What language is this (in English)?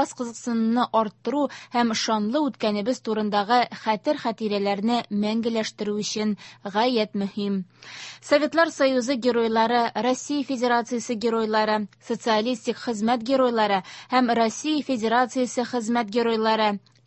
Tatar